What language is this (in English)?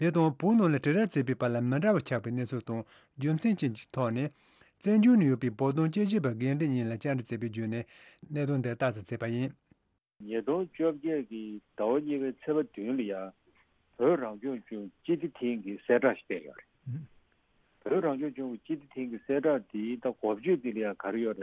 Tibetan